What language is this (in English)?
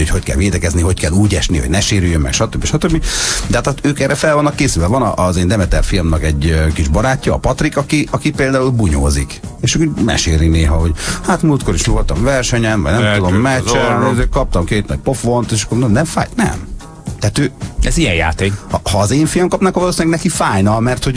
Hungarian